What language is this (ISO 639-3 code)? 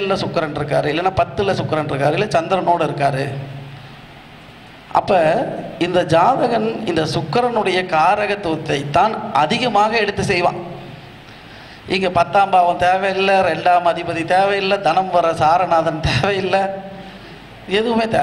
tam